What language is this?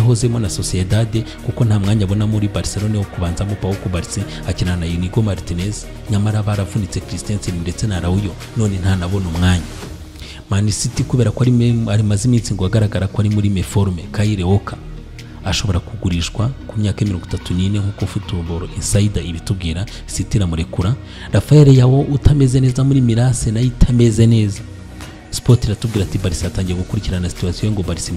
Kinyarwanda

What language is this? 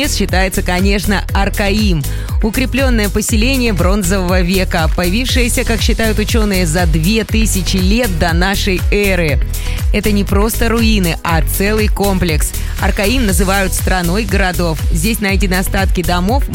Russian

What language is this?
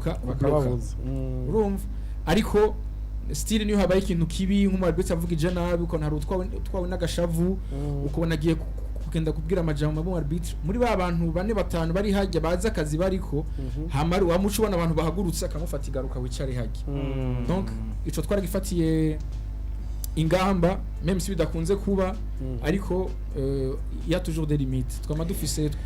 Rundi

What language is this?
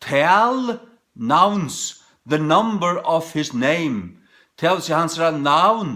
Faroese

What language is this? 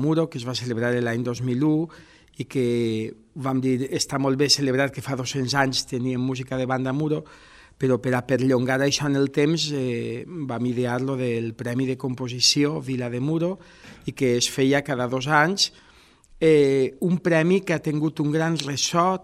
Catalan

